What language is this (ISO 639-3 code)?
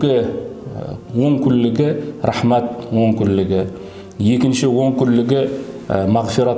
kaa